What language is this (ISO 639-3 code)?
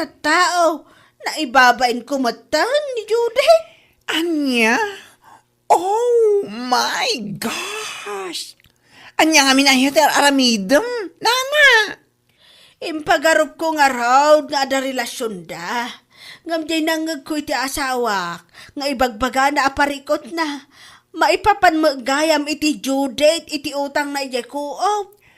ilo